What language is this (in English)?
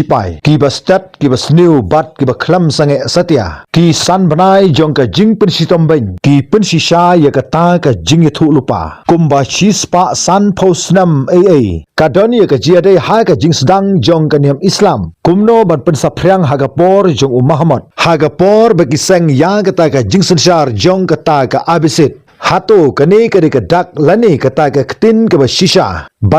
Khasi